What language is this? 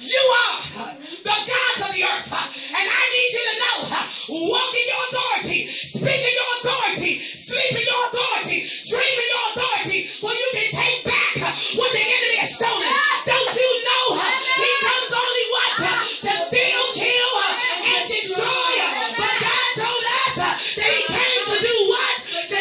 English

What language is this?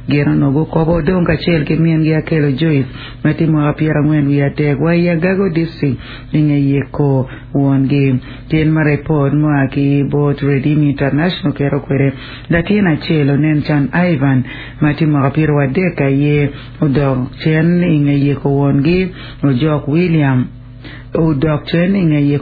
Acoli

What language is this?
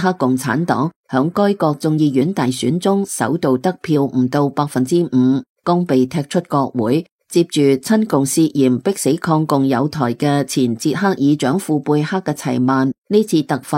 Cantonese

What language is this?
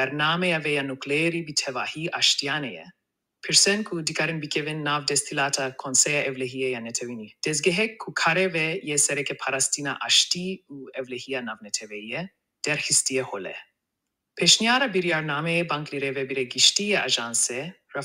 Kurdish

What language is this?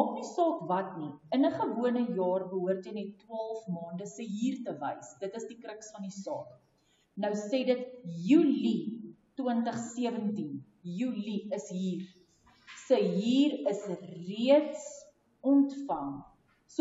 Afrikaans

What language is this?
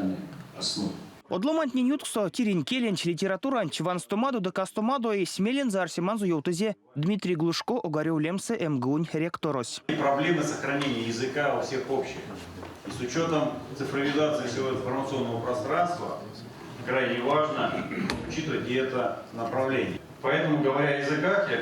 Erzya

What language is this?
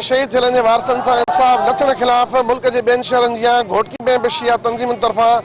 Sindhi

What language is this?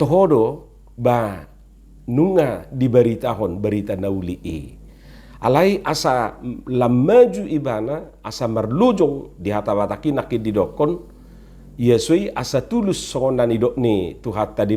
Batak Toba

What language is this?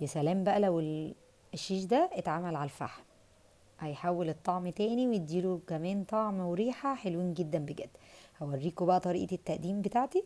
Egyptian Arabic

